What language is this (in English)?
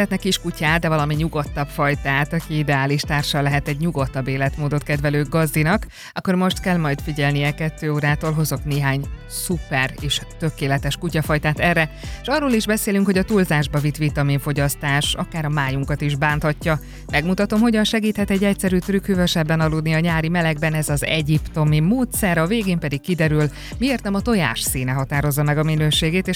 Hungarian